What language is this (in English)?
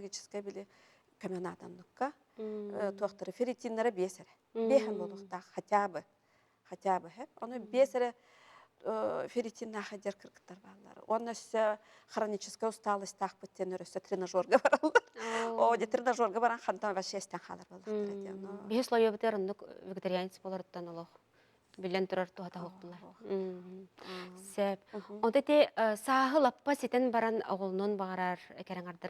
Yakut